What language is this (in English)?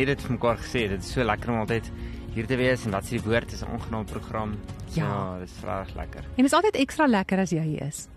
Afrikaans